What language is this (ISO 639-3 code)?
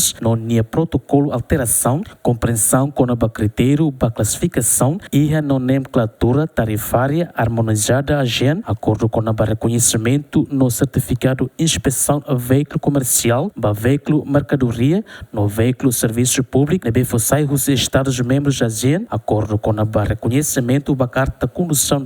tet